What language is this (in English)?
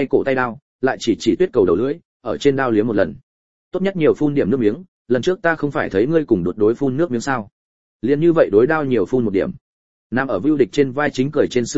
Vietnamese